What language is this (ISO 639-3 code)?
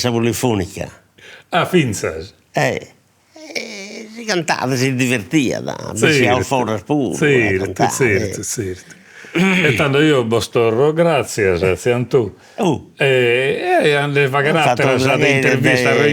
srd